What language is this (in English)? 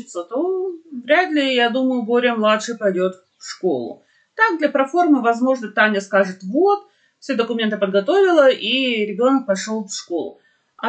Russian